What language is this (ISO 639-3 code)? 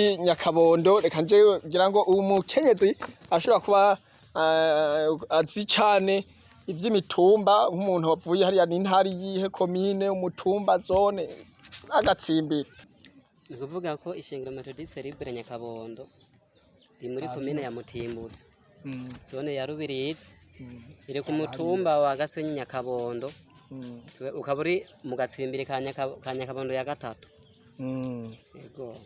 run